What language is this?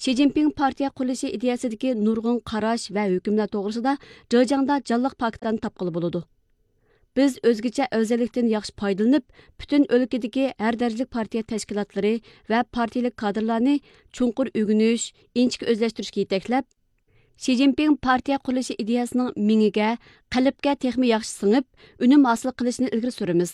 Uyghur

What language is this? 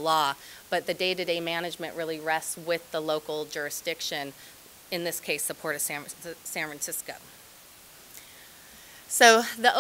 English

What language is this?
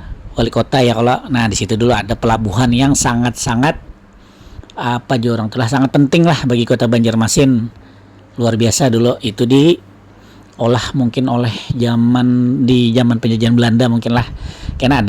Banjar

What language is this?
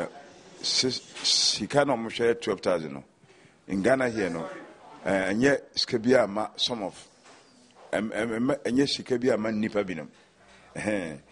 Akan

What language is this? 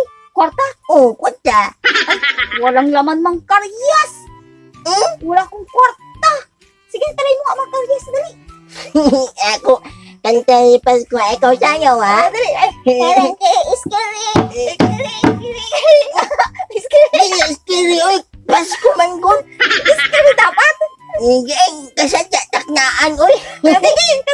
Cebuano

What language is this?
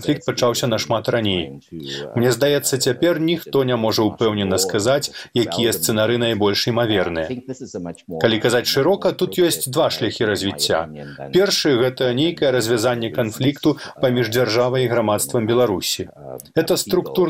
Belarusian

